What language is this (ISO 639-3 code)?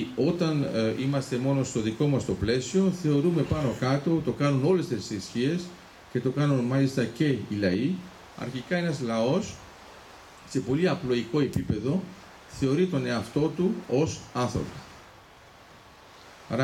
ell